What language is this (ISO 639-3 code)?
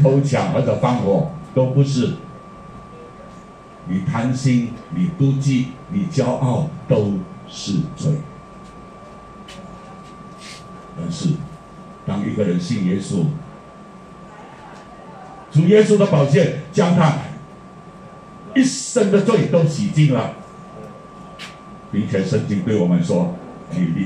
zho